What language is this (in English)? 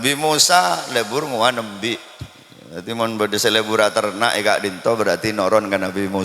Madurese